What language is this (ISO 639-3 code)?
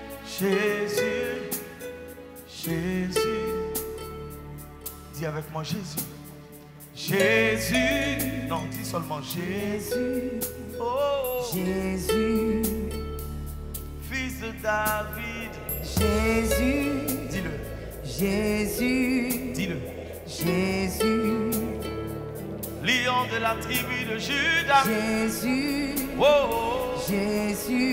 fra